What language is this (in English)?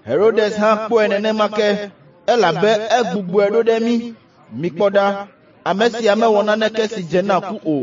Ewe